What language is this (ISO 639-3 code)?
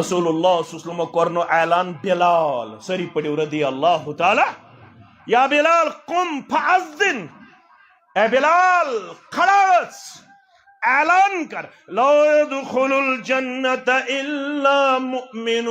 kas